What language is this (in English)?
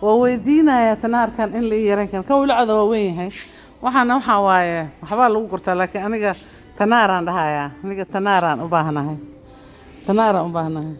Somali